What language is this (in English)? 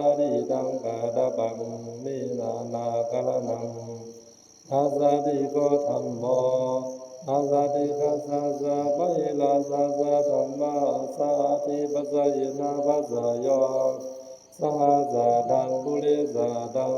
Pali